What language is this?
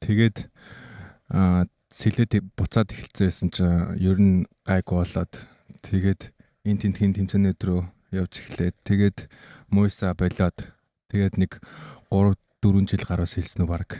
Mongolian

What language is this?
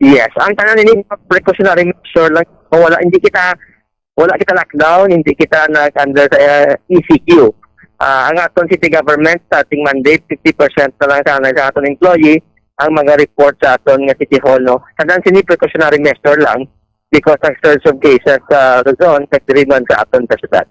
Hiligaynon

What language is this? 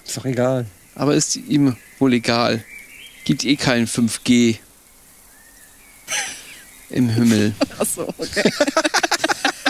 German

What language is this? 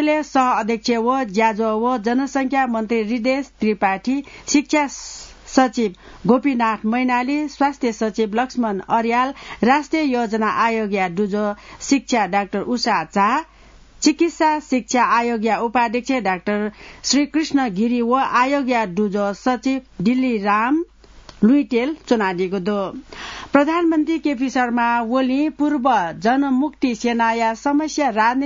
Newari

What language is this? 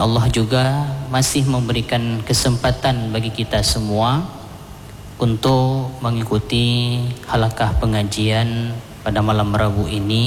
Indonesian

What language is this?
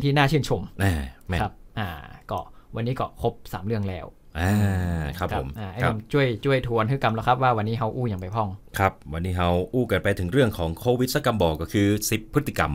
Thai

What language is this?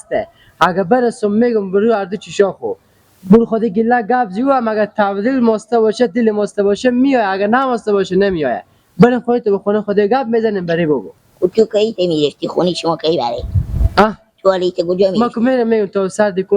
Persian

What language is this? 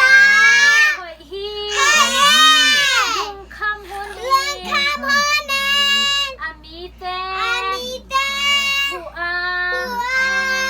Tedim Chin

